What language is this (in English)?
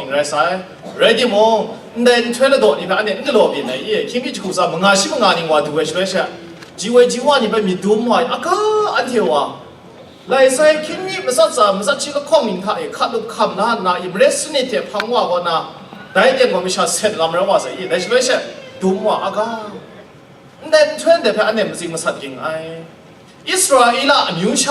Kachin